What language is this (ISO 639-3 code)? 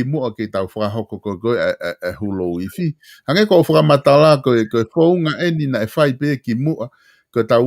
ton